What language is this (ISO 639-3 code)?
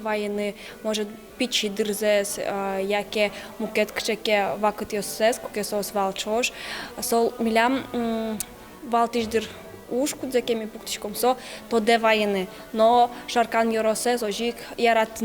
udm